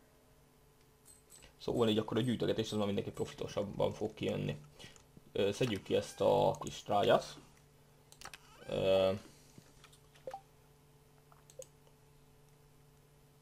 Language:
Hungarian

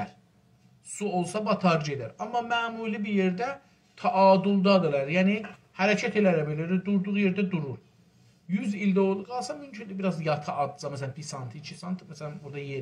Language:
South Azerbaijani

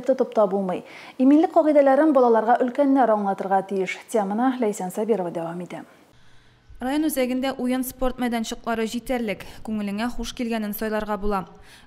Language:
Tatar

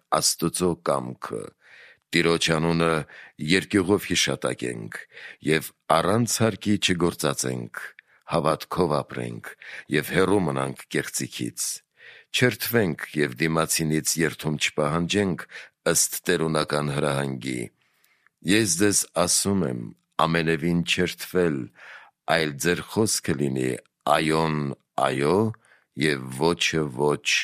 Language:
Armenian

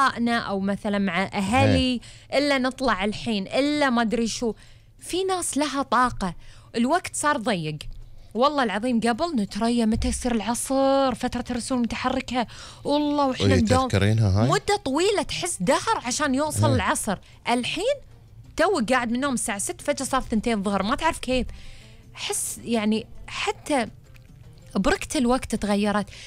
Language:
Gulf Arabic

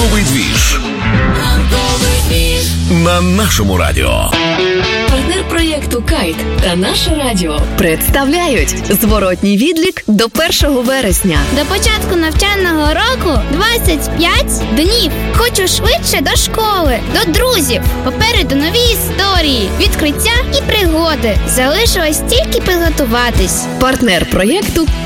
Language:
Ukrainian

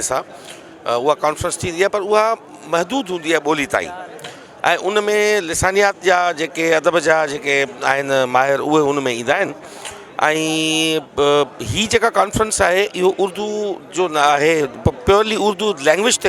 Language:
Sindhi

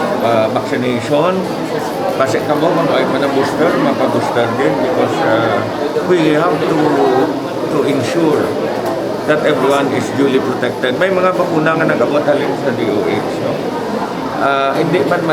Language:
Hiligaynon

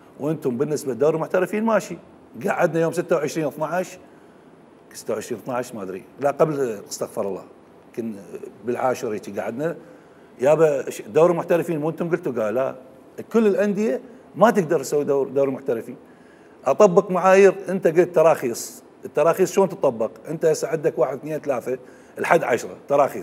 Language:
Mesopotamian Arabic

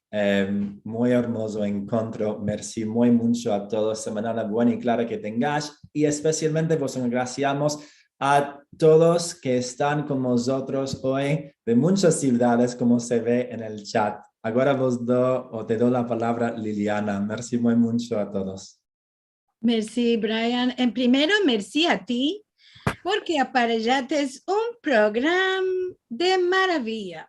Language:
Ladino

